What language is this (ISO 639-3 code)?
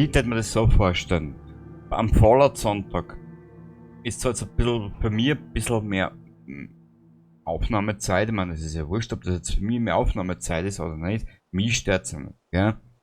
bar